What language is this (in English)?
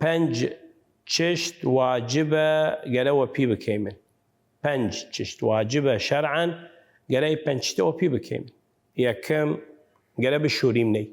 Southern Kurdish